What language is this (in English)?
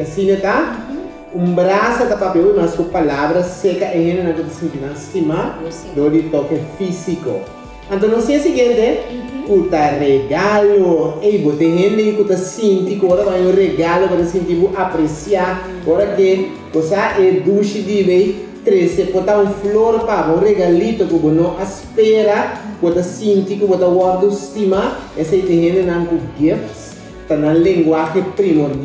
Papiamento